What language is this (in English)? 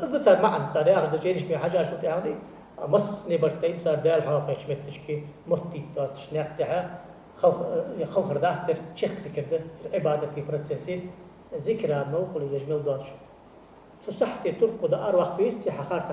Ingush